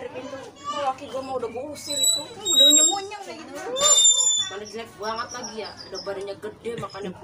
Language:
Betawi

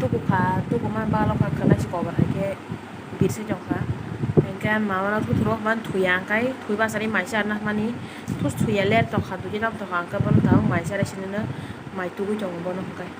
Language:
Kok Borok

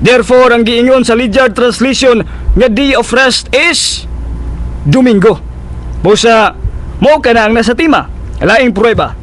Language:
Cebuano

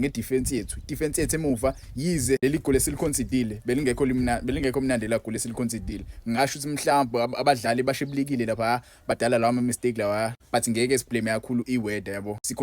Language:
Zulu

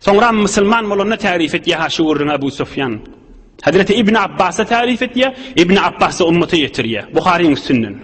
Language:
Turkmen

